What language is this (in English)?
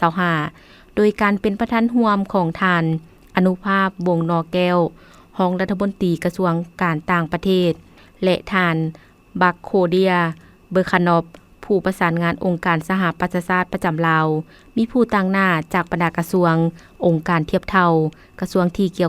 Lao